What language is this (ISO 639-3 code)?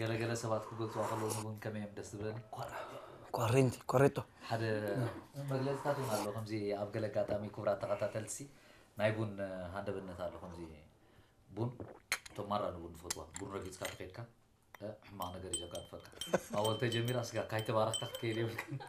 tir